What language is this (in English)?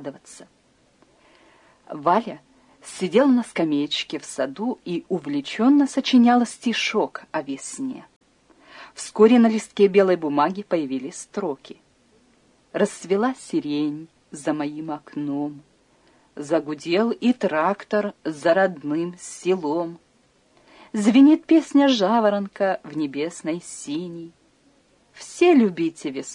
Russian